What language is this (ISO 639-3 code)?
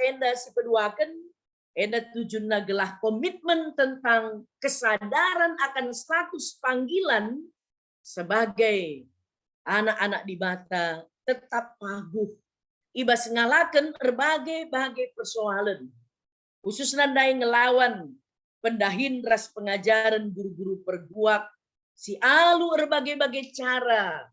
btx